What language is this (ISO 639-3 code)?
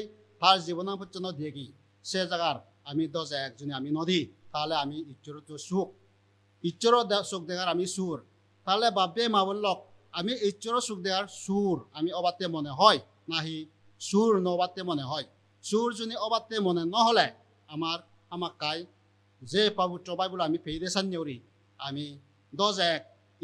ccp